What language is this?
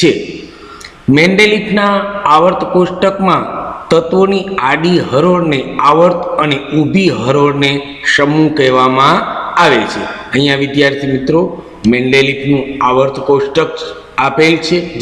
Gujarati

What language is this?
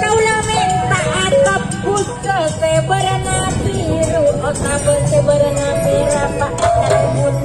Madurese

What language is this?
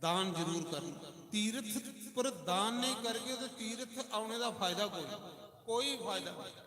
Dogri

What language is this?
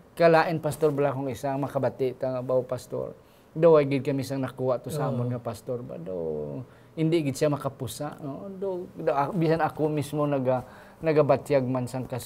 Hiligaynon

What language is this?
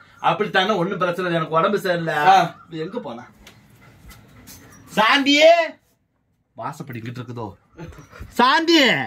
Tamil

